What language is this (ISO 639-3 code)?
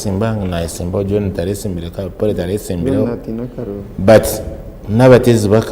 nyn